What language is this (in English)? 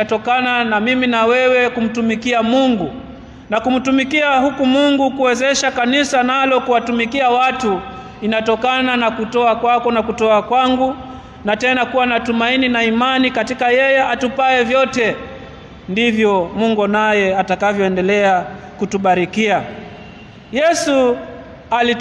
Swahili